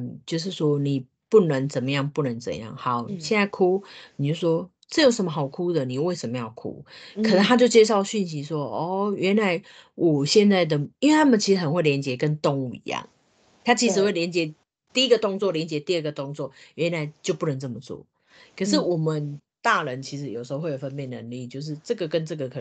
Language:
Chinese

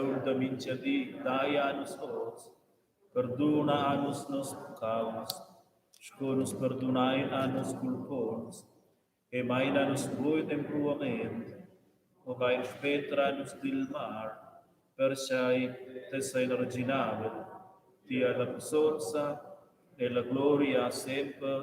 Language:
Romansh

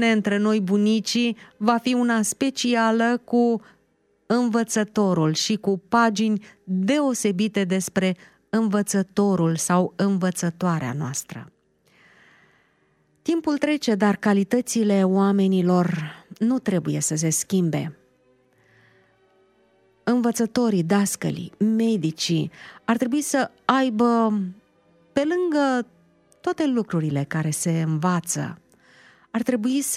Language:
Romanian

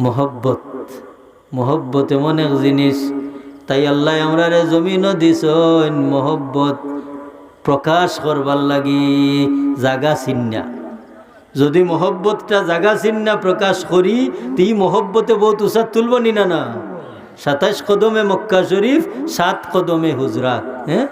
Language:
Sylheti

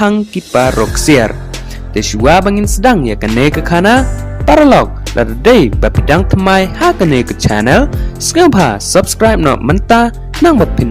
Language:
Khasi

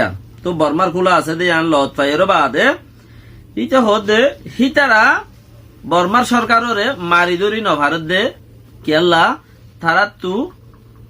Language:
Rohingya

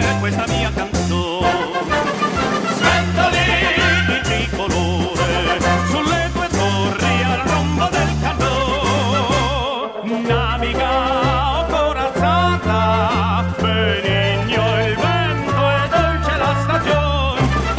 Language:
Italian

